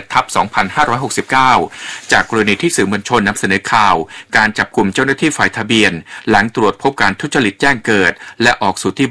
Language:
Thai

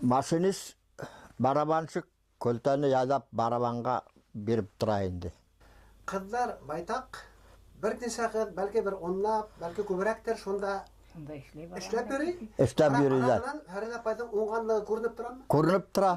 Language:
Bashkir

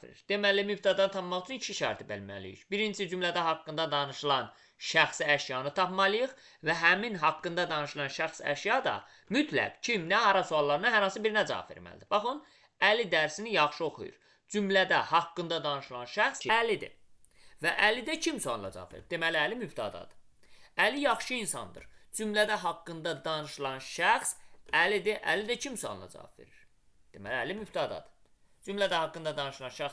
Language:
Azerbaijani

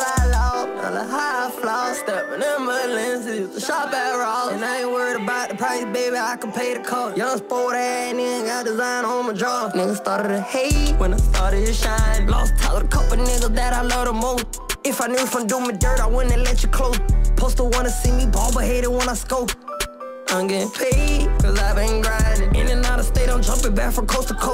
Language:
English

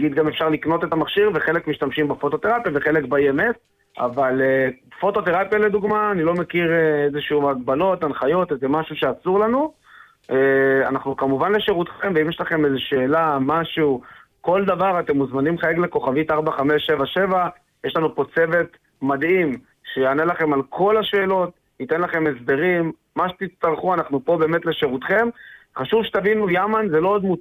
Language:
Hebrew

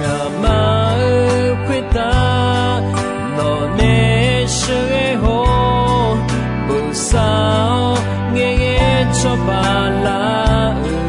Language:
Akha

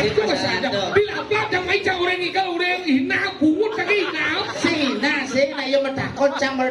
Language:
Balinese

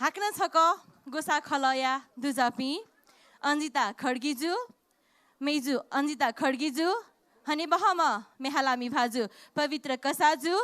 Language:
Newari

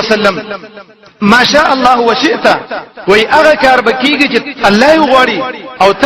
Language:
Pashto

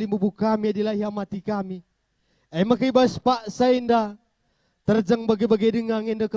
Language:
Batak Karo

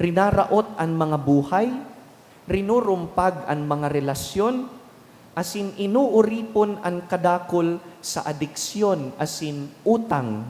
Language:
Bikol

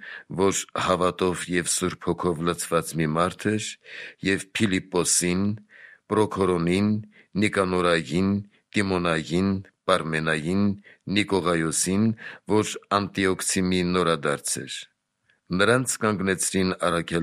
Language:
Armenian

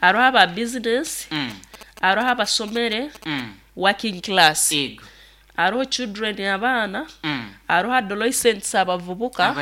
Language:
Nyankole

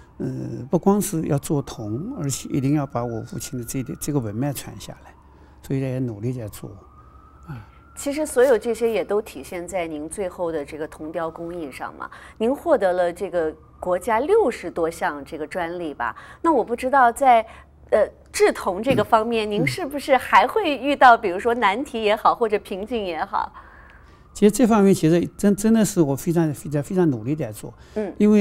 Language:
Chinese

